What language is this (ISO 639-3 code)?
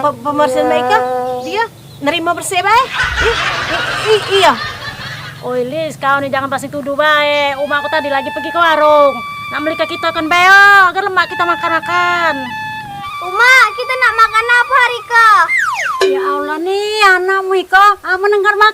mui